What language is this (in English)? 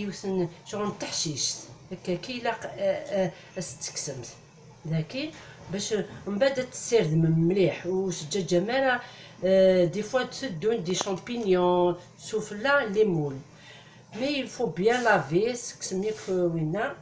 Kabyle